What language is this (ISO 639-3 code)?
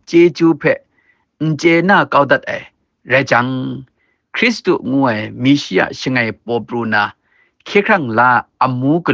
kac